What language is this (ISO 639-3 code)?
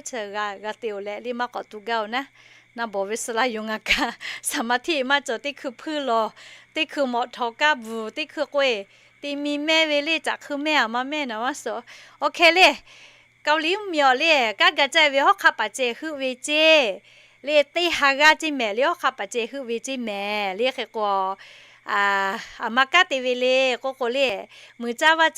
lhu